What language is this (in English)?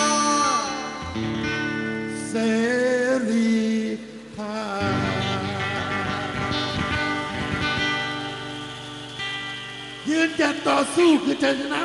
Thai